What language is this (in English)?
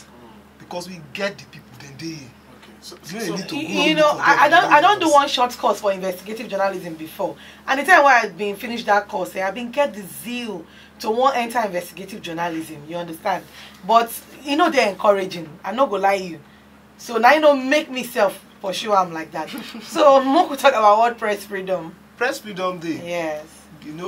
Nigerian Pidgin